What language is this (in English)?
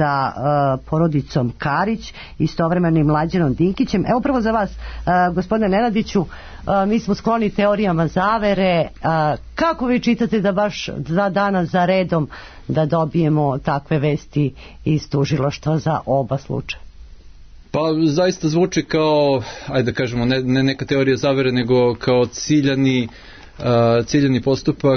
Serbian